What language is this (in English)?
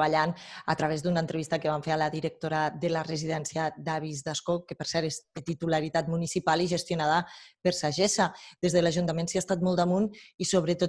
Catalan